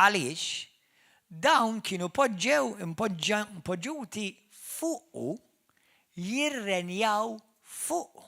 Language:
Maltese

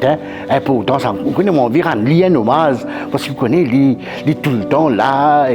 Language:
Morisyen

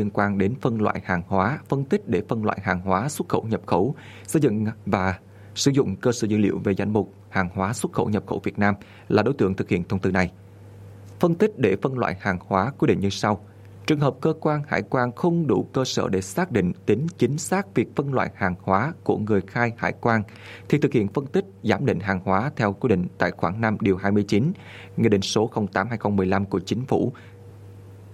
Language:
Vietnamese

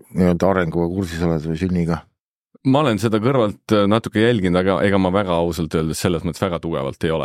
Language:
Estonian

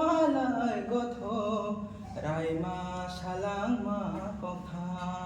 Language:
Kok Borok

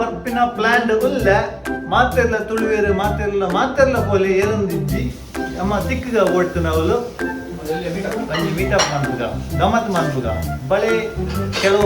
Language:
Tulu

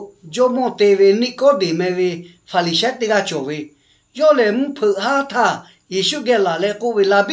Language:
Lahu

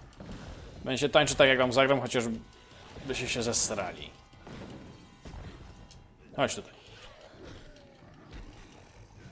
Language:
Polish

